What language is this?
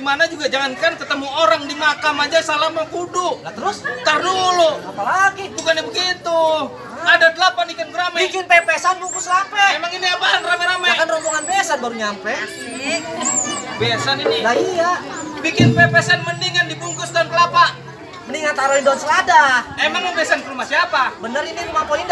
Betawi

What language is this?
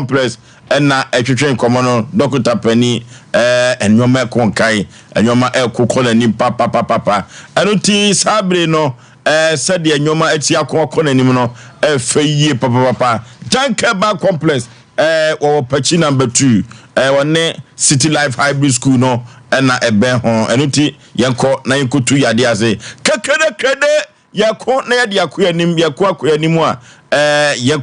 Akan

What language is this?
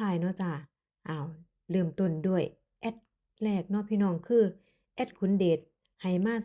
Northeastern Thai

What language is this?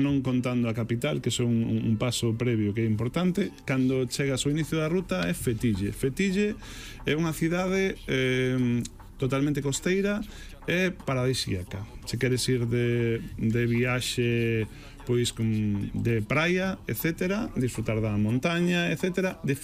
Galician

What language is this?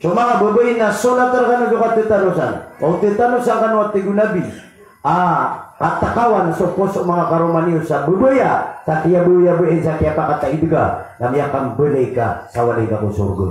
Maranao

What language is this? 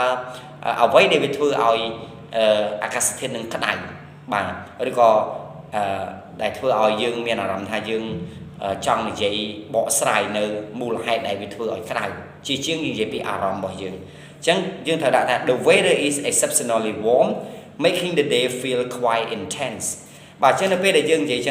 Khmer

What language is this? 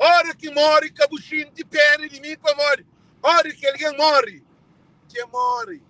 Kabuverdianu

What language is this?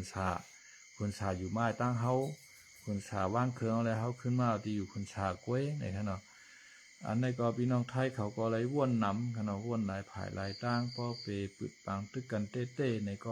Shan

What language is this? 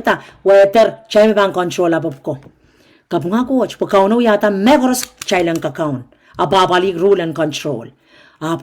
Pohnpeian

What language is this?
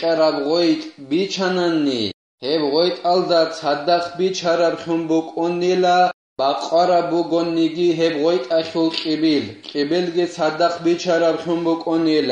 Avaric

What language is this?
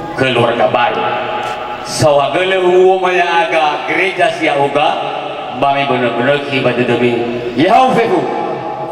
Nias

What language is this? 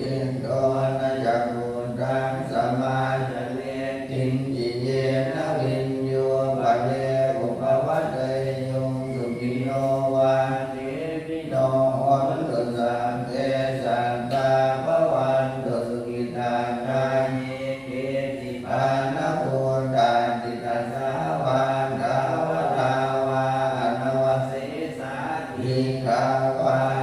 Pali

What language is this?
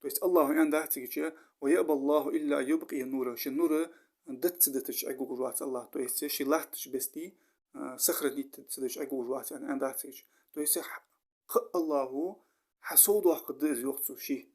Ingush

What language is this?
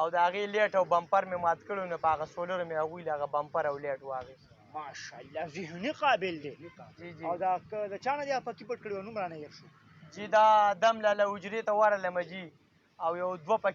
Pashto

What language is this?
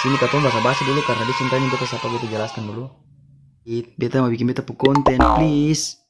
Ambonese Malay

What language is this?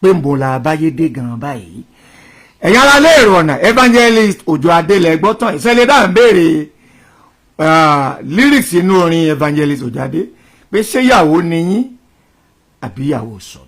Yoruba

